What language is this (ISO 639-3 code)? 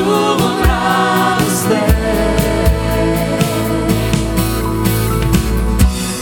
bul